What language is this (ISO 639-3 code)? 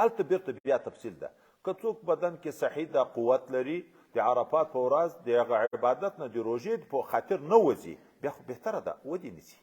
pus